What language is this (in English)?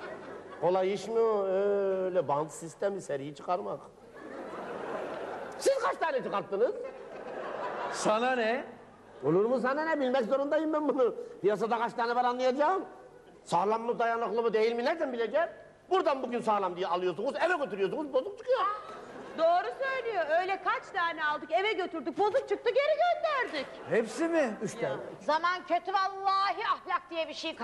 Turkish